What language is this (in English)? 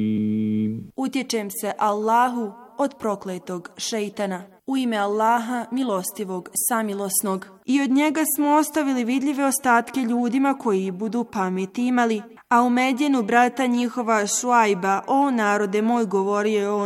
Bosnian